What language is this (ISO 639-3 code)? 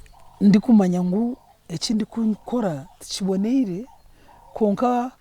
nyn